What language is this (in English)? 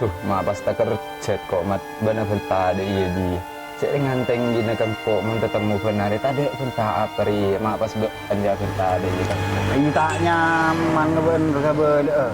Madurese